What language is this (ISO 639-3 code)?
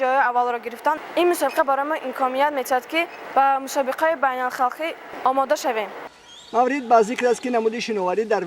tgk